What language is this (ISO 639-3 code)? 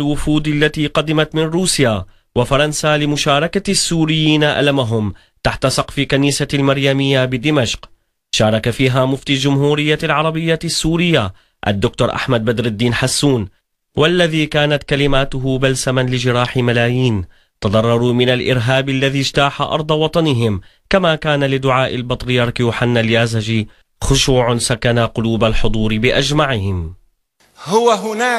ara